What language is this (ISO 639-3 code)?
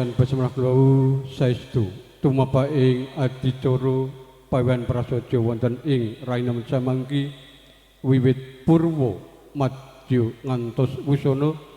jav